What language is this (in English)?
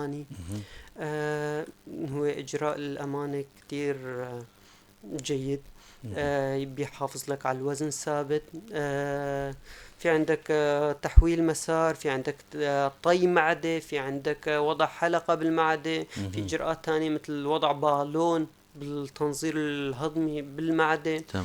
North Levantine Arabic